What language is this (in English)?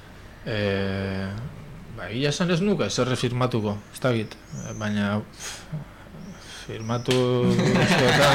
Basque